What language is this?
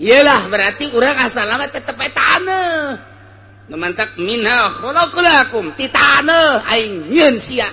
Sundanese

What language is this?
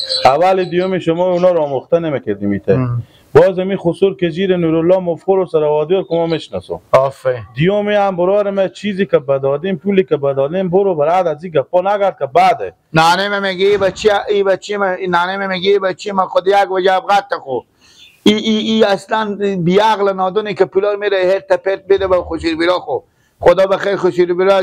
Persian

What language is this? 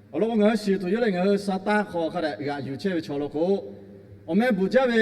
Lahu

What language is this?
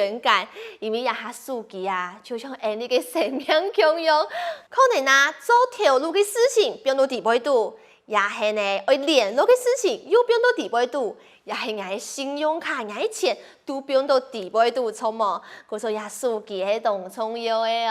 Hakka Chinese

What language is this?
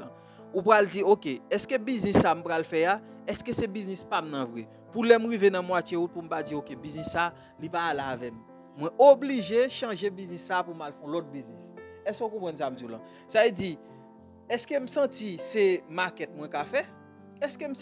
Haitian Creole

